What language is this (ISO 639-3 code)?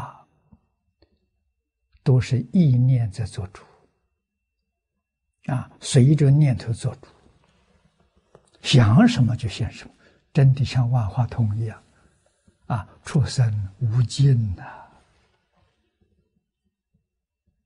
zho